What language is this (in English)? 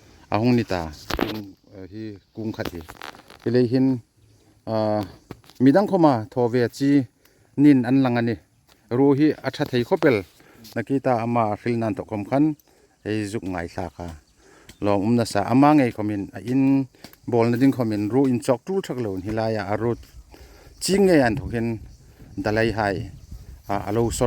Hmar